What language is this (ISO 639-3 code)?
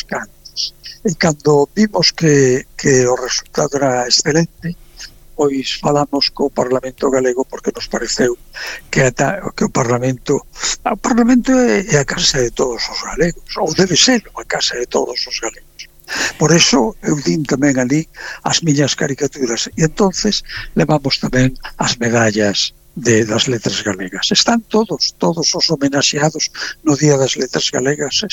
glg